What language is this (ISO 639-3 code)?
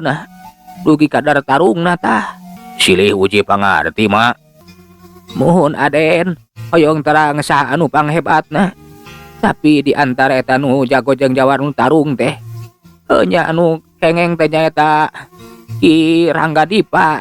sun